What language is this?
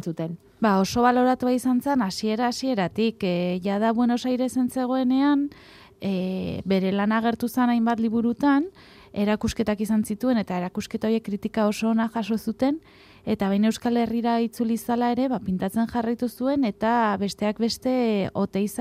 Basque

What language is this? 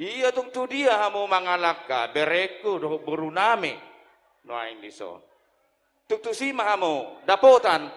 Batak Toba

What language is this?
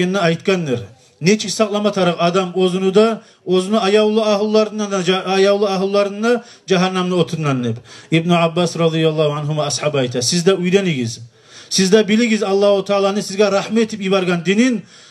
Kumyk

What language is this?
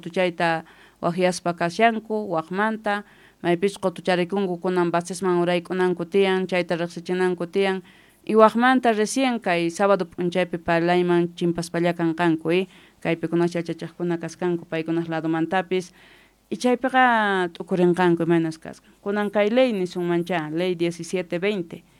Quechua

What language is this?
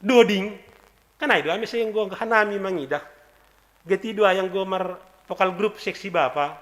Batak Simalungun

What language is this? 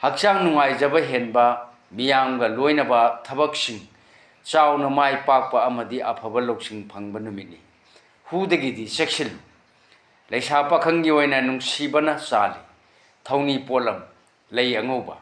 Manipuri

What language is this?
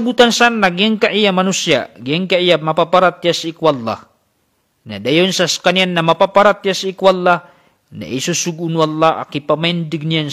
Maranao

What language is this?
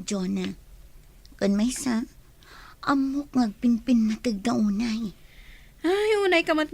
Iloko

